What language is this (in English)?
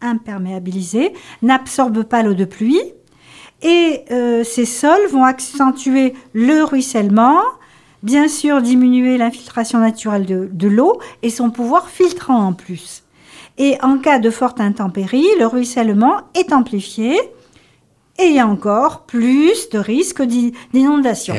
French